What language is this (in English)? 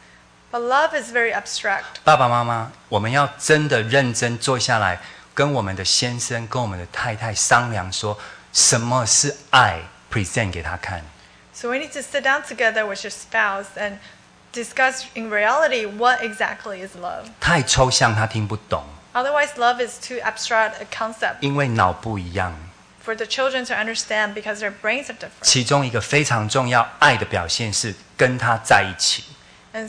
Chinese